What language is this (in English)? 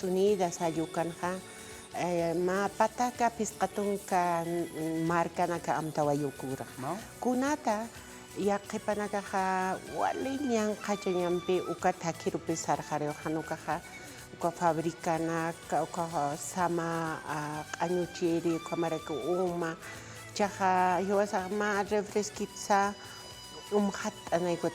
Aymara